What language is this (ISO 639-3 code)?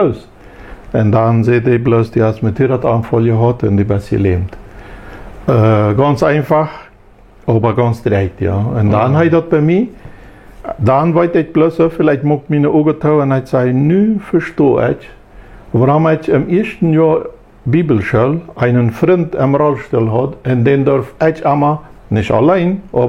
pdt